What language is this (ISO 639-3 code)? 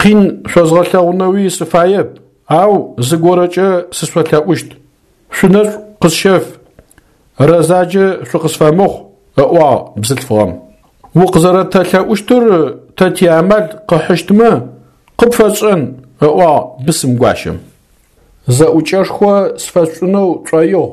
ady